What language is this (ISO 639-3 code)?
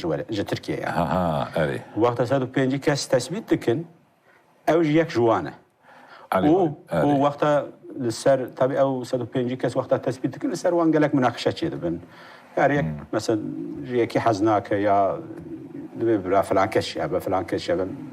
kur